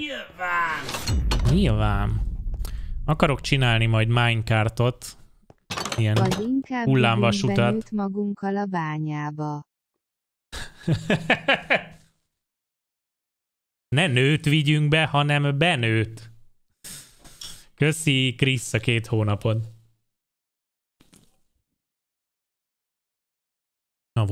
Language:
Hungarian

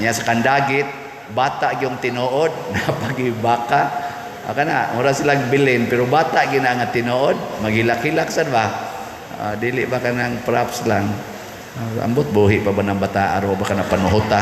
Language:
Cebuano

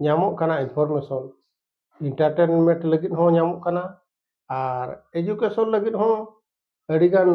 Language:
Santali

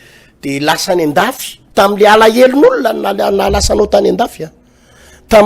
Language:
Malagasy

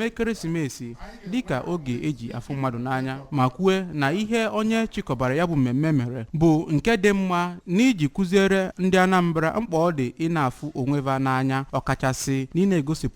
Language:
Igbo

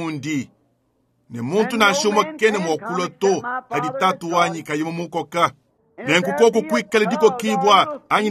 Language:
Luba-Lulua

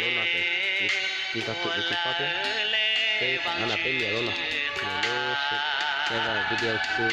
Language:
Hmong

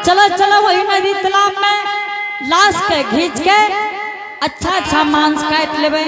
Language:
Angika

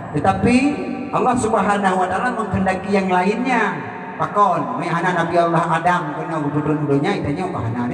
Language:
Achinese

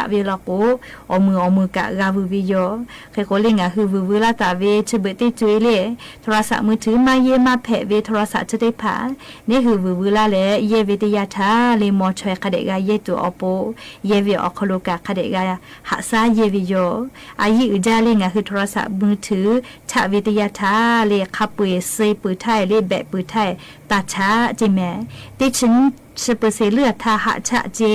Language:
Lahu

